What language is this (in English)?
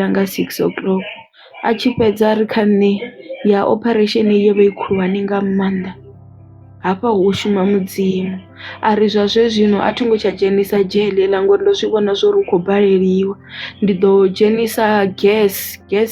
Venda